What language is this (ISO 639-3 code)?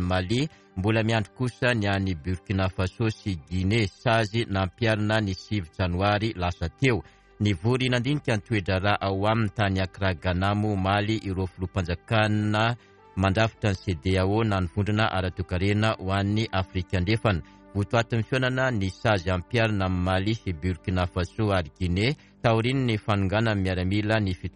mlg